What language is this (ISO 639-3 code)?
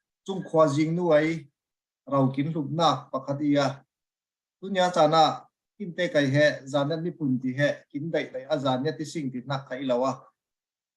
cfm